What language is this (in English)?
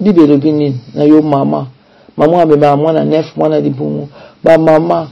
Lingala